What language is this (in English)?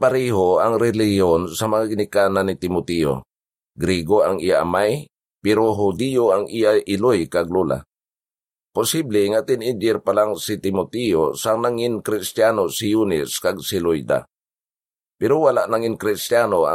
Hiligaynon